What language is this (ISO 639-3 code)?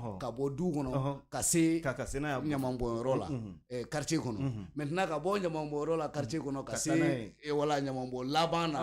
bam